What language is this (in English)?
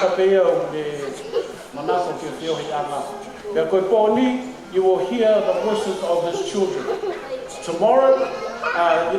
Tongan